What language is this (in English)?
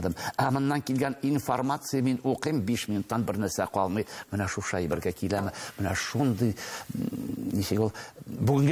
Tatar